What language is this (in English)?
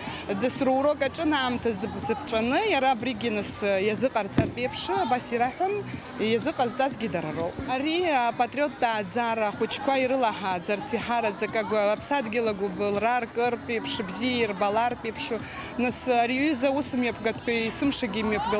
Abkhazian